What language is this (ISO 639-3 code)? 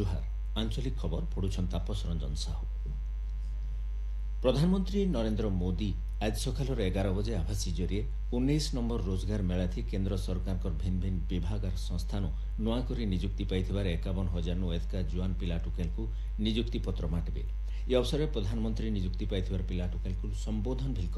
ori